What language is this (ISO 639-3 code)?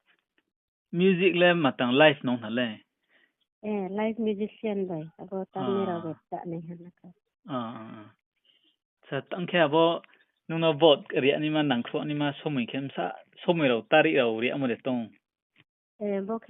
ria